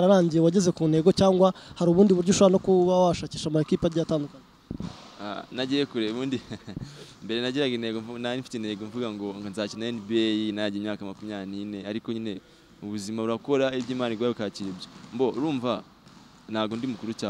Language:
Kinyarwanda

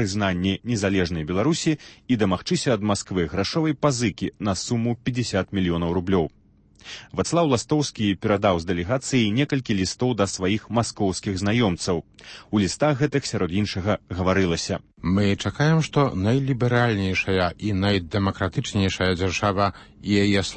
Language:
Belarusian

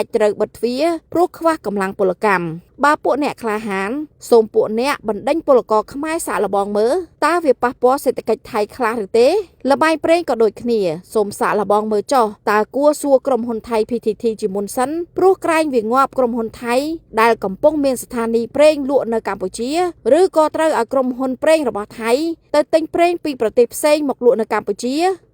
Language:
Khmer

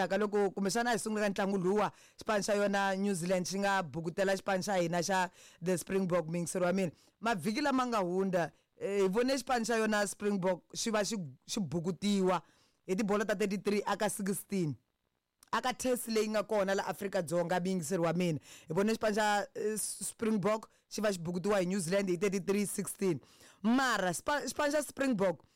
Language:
Tsonga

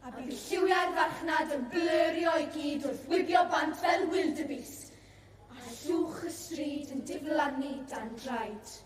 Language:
Welsh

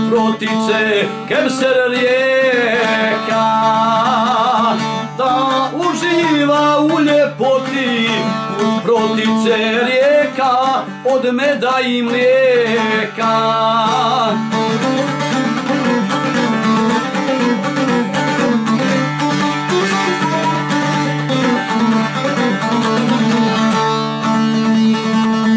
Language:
Bosnian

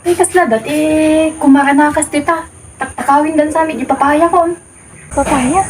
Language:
Iloko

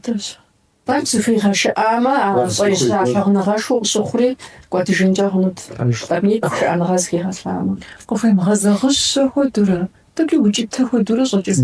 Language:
Kabardian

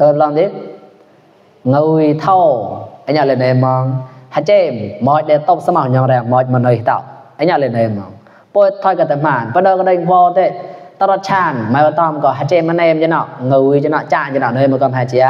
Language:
Mon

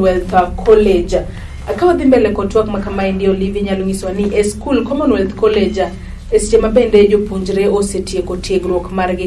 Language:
Luo (Kenya and Tanzania)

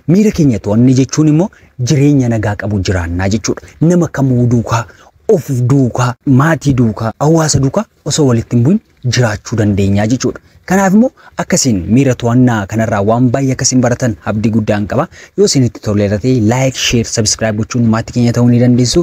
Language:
Oromo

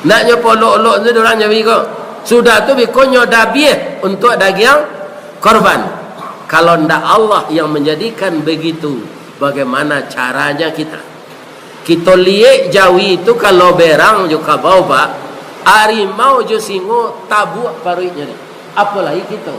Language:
Minangkabau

